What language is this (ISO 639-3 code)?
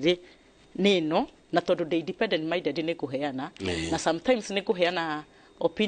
kik